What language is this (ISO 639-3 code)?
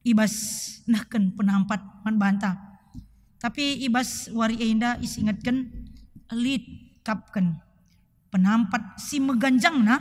btx